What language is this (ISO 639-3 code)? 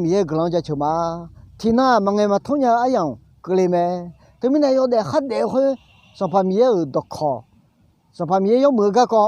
ahk